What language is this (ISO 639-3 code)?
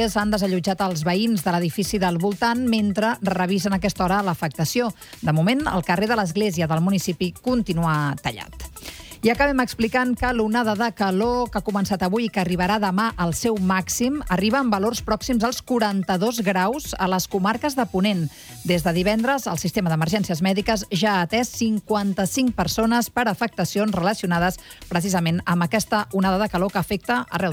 cat